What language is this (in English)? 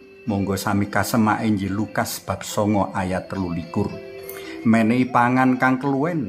Javanese